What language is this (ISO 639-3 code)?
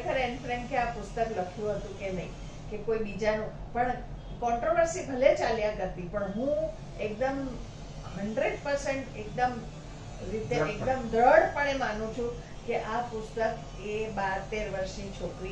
guj